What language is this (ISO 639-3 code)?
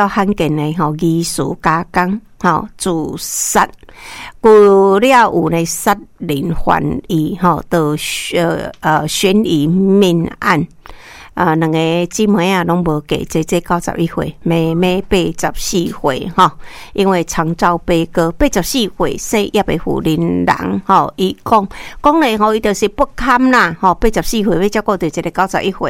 nan